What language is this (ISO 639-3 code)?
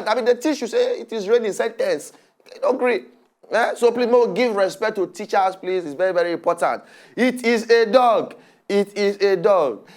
pcm